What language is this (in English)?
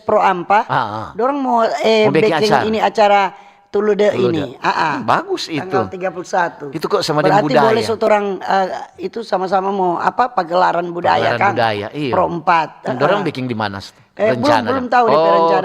Manado Malay